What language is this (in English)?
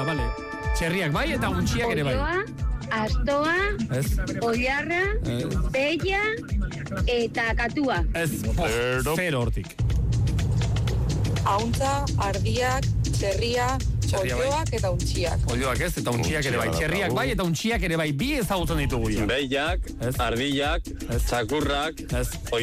Basque